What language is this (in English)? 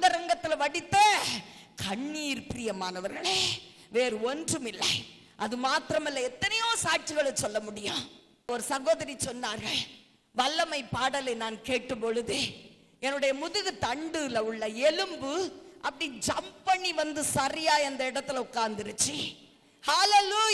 Tamil